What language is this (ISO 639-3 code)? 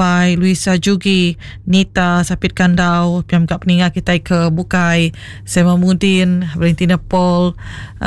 iba